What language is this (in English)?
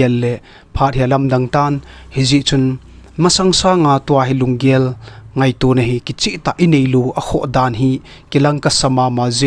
Thado Chin